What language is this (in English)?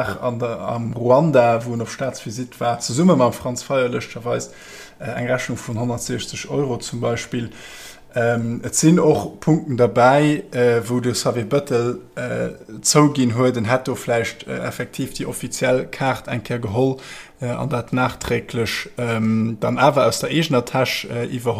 Luxembourgish